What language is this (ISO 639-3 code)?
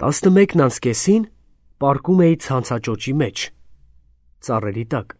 hye